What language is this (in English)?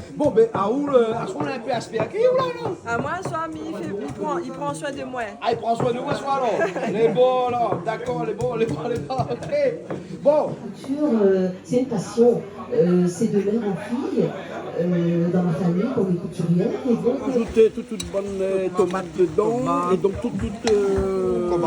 Réunion Creole French